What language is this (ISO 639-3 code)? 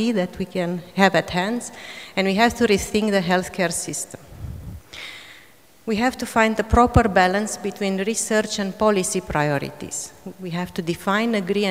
eng